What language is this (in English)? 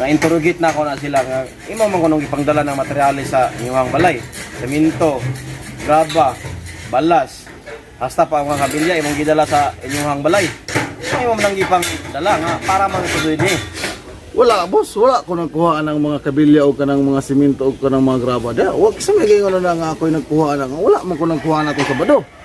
Cebuano